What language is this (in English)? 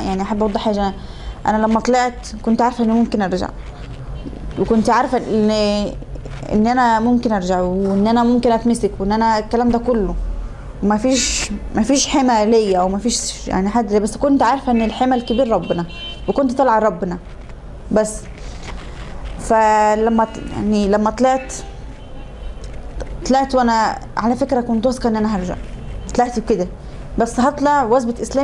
Egyptian Arabic